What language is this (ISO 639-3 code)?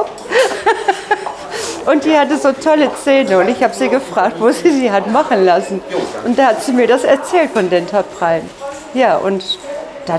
deu